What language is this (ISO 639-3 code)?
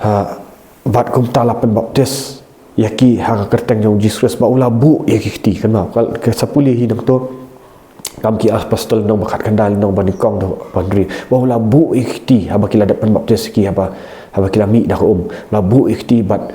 kha